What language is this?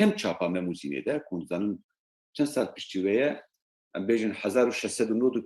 Kurdish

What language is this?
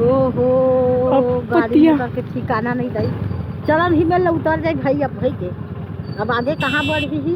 Chhattisgarhi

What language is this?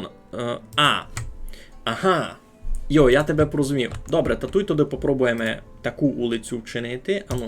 Rusyn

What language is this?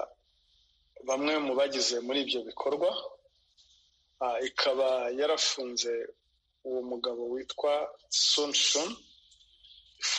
Kinyarwanda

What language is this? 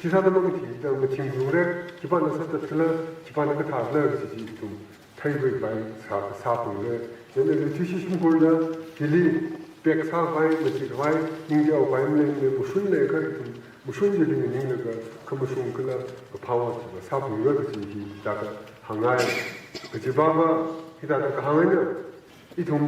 Tangkhul Naga (India)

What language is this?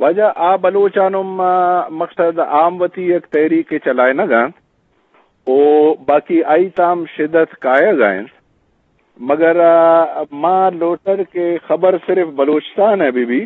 Eastern Balochi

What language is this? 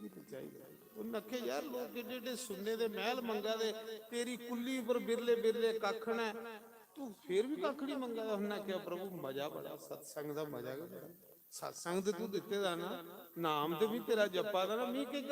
Dogri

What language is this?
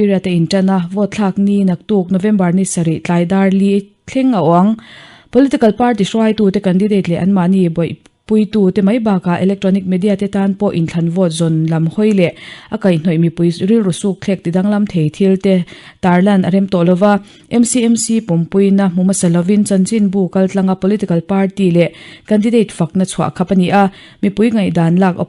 Mizo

